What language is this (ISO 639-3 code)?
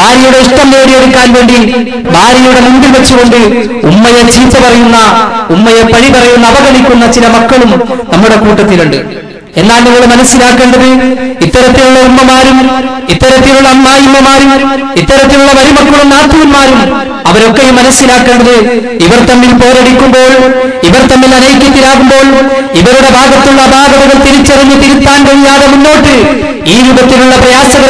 mal